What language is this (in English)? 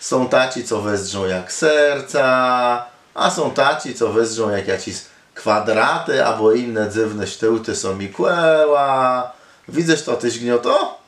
Kashubian